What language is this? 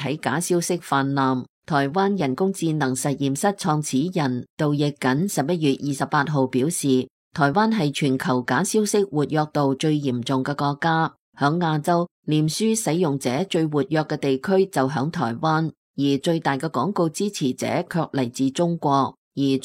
Cantonese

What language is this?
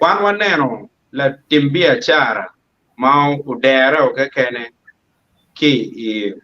Acoli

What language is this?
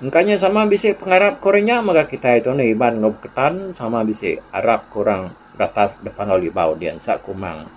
Iban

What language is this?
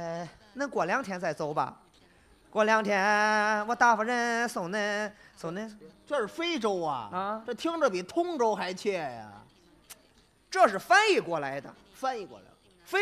Chinese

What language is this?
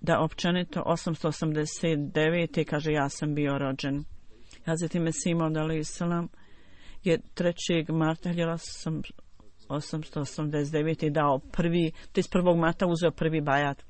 Bosnian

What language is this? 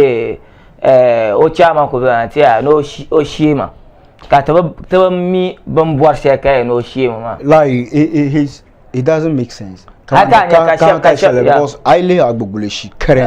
Dagbani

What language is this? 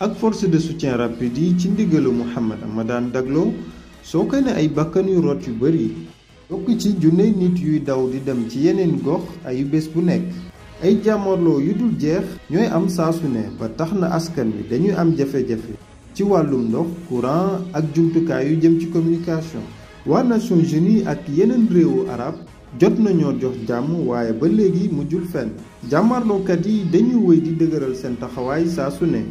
Wolof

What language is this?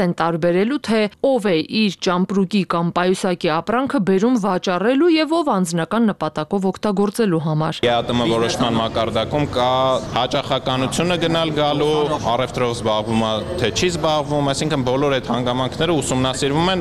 Armenian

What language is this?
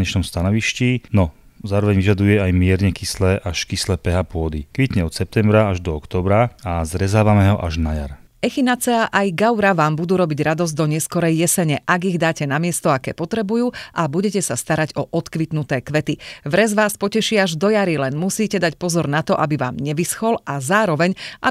Slovak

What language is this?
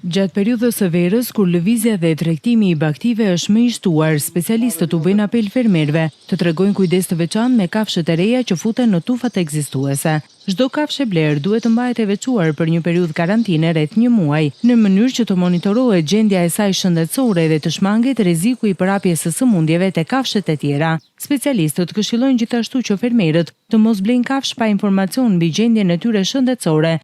Albanian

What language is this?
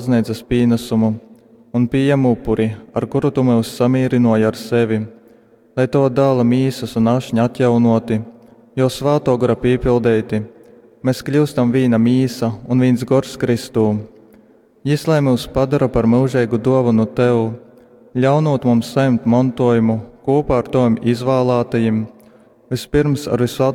Latgalian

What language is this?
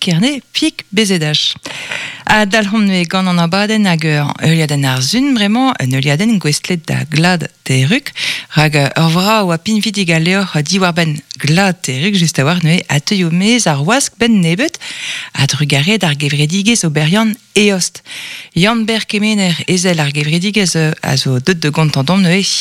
Breton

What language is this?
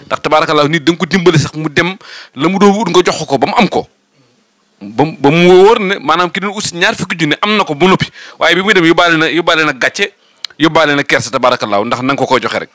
Wolof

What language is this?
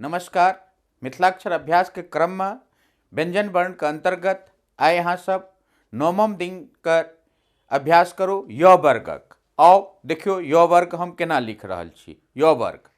Maithili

